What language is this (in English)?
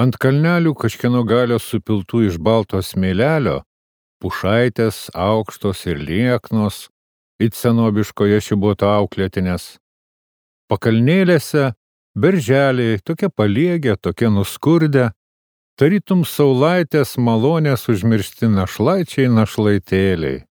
Lithuanian